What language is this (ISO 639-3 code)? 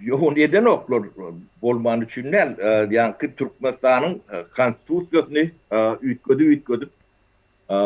tuk